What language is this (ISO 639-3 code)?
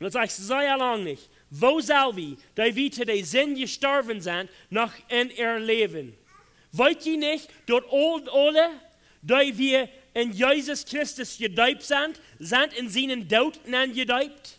pdt